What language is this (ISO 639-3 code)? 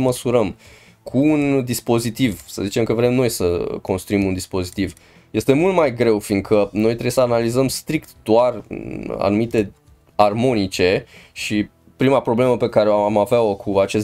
ron